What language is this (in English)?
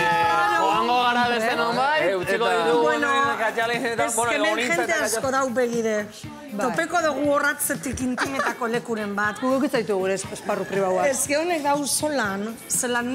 Basque